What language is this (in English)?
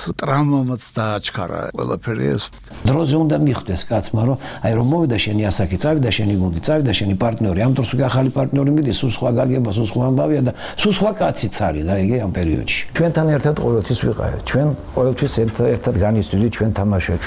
Georgian